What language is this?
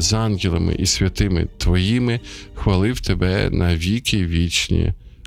Ukrainian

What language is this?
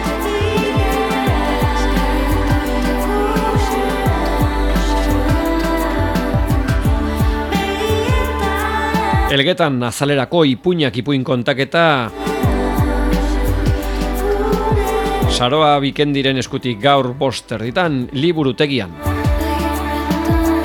Basque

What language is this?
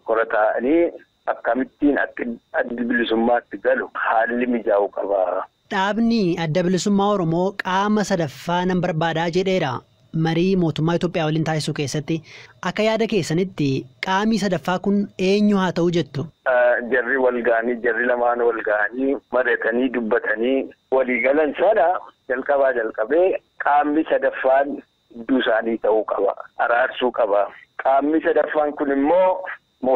Oromo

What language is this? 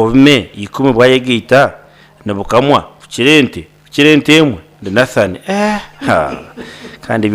Nyankole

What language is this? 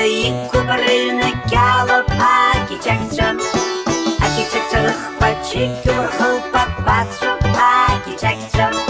Abkhazian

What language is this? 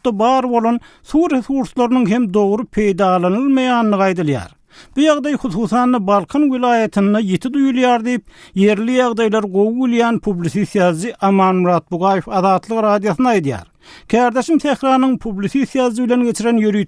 Turkmen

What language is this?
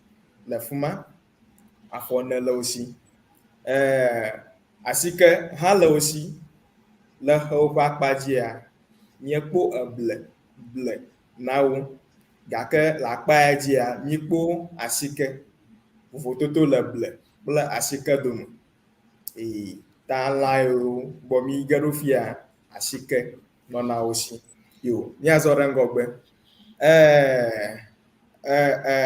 Ewe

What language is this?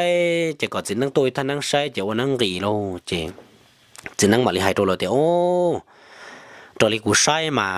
Hmong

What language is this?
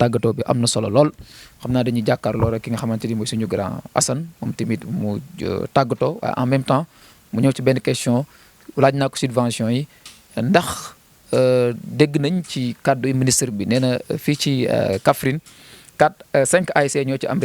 Wolof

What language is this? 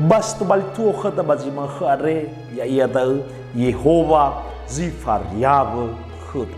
Nias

